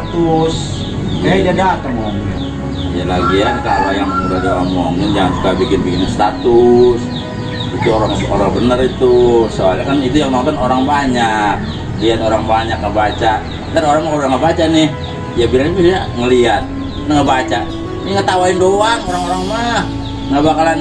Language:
Betawi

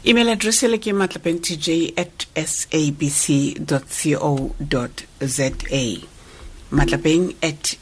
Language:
Tswana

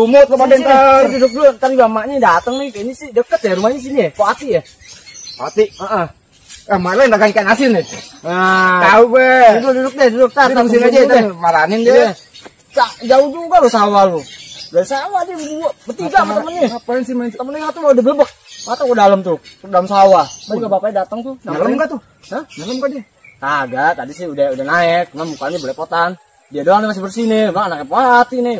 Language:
Betawi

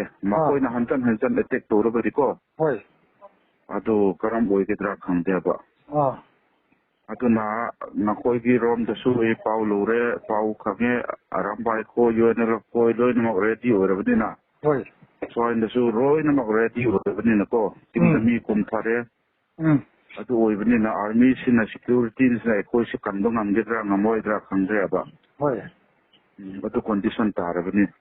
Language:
Manipuri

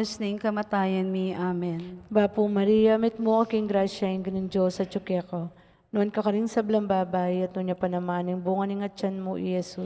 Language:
Pampanga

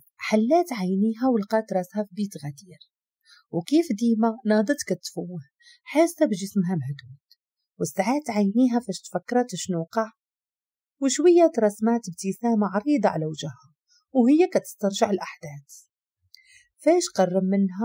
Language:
Moroccan Arabic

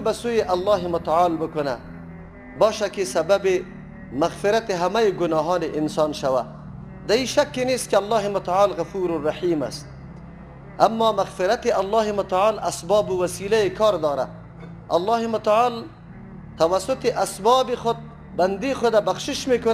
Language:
Persian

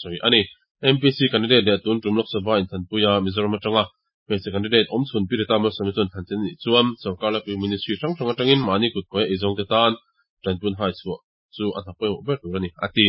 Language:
Mizo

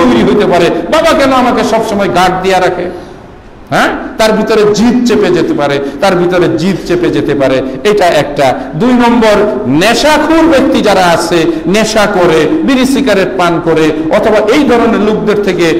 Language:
Bangla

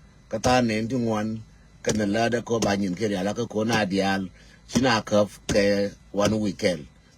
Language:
Nuer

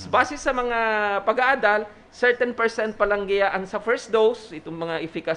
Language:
Bikol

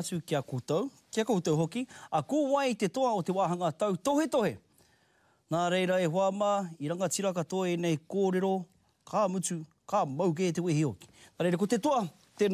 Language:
Māori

